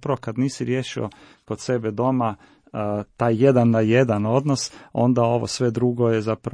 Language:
Croatian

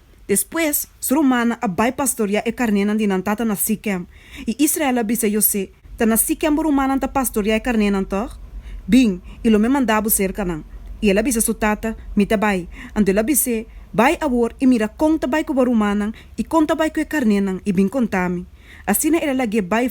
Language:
Papiamento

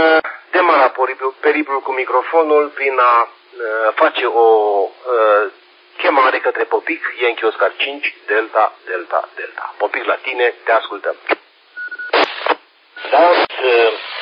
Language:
Romanian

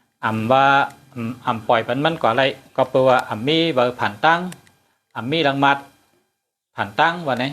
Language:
Shan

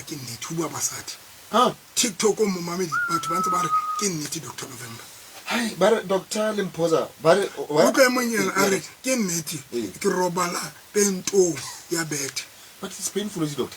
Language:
Tswana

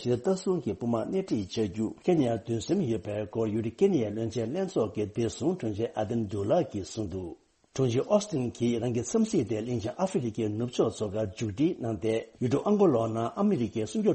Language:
Tibetan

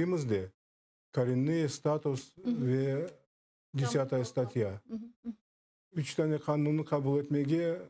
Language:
Crimean Tatar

